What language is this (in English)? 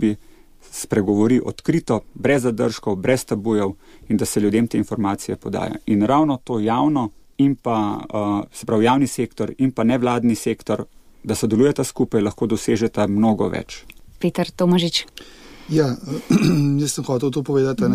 Slovenian